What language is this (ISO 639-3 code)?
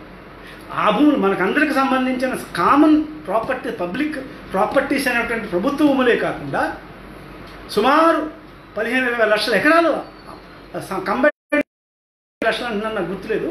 tel